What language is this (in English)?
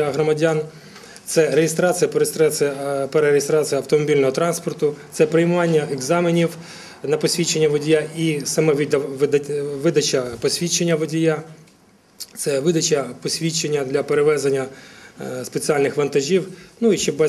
Ukrainian